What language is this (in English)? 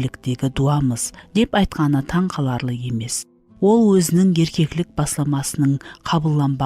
Kara-Kalpak